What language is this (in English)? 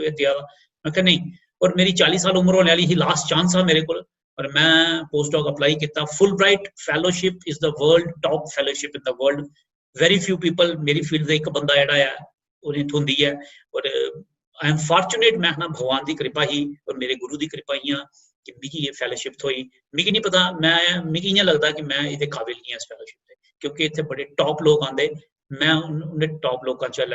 Dogri